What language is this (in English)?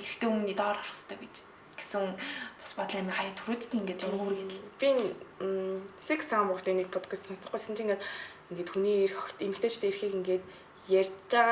Mongolian